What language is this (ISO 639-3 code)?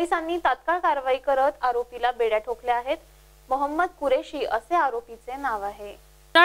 mar